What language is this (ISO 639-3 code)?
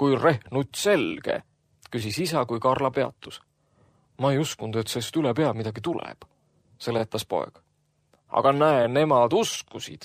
est